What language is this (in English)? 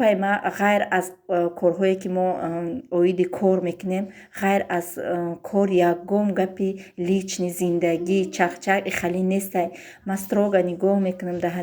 Tajik